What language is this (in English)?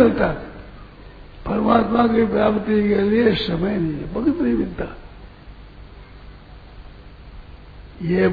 Hindi